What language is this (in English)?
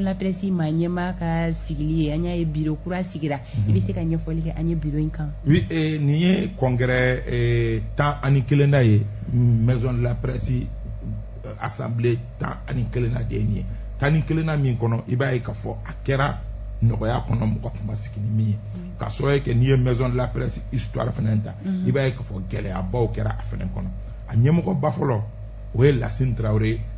Bambara